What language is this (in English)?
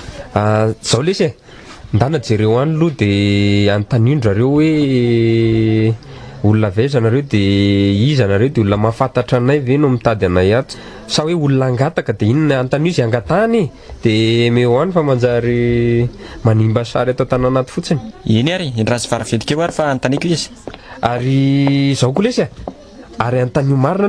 Malagasy